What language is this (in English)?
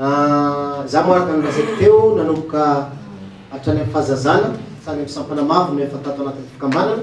Malagasy